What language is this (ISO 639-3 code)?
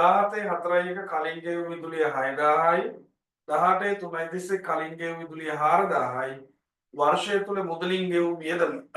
sin